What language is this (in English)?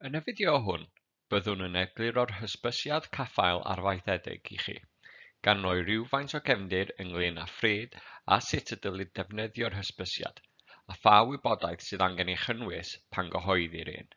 Welsh